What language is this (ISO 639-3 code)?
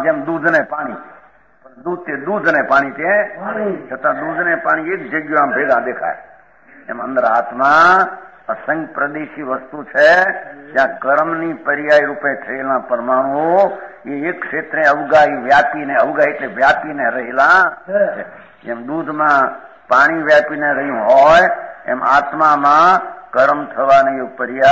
guj